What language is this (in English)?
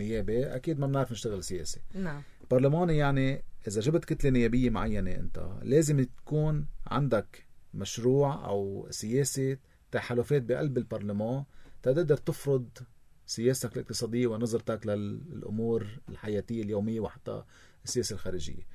North Levantine Arabic